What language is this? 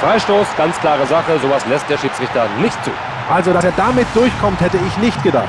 Bavarian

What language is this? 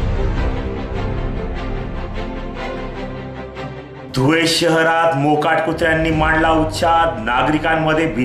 Marathi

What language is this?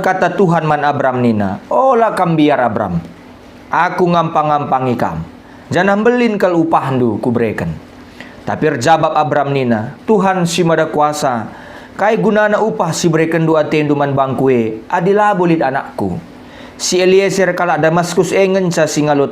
Batak Karo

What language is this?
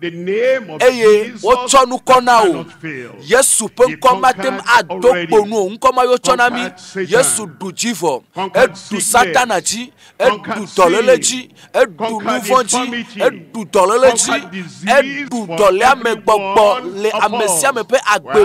Ewe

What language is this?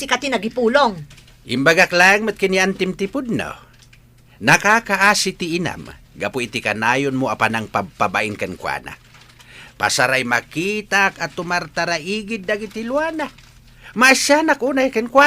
Iloko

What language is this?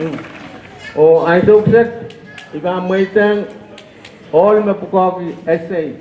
Pohnpeian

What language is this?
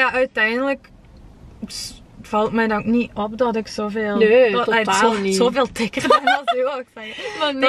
Dutch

